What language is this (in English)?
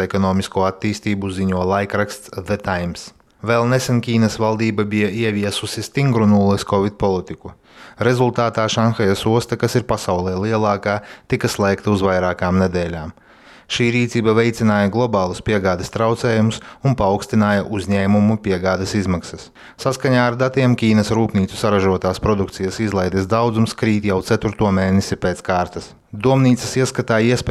Latvian